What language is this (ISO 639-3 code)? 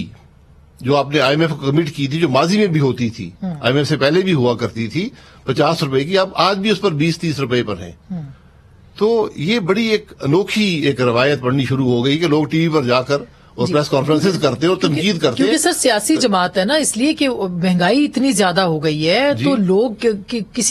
urd